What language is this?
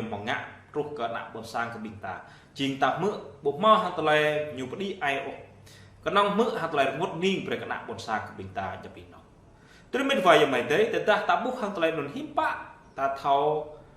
Jarai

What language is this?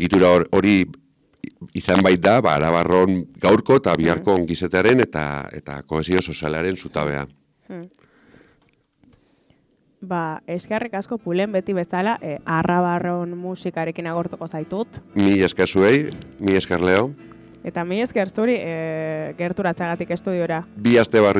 Basque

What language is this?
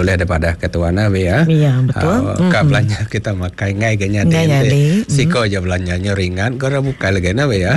Iban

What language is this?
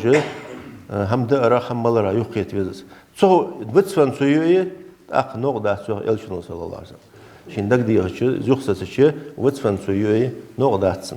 Ingush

